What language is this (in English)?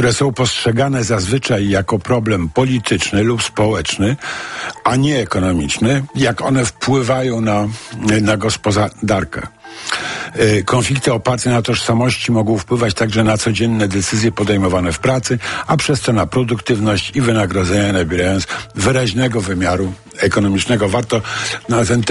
Polish